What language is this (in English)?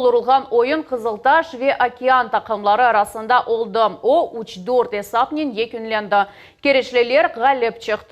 Crimean Tatar